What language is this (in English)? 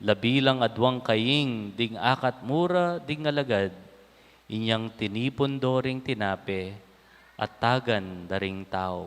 Pampanga